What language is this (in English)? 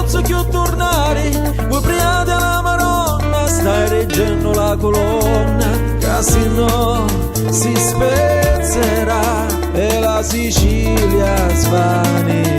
Sicilian